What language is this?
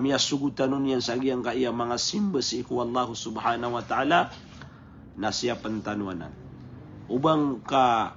Maranao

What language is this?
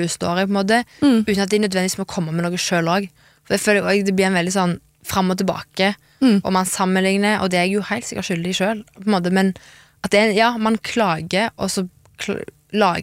Norwegian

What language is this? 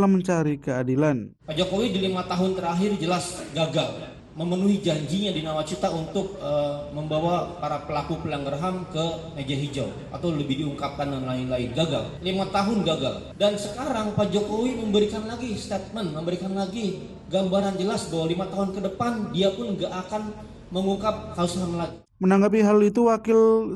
Indonesian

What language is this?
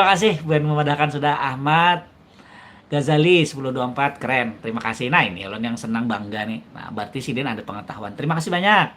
Banjar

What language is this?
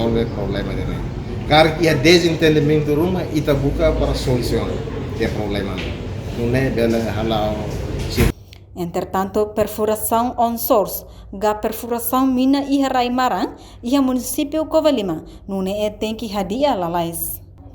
Tetum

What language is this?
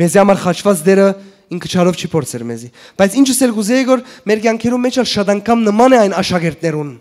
Western Armenian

